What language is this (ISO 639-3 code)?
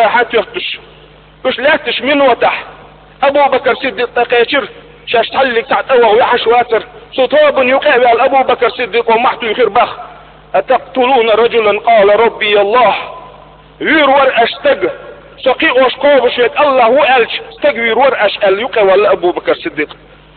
che